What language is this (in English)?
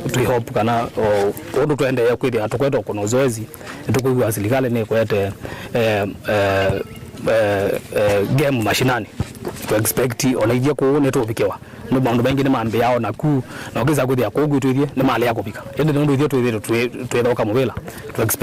Kamba